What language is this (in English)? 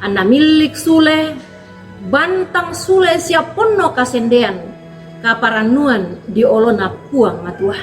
Toraja-Sa'dan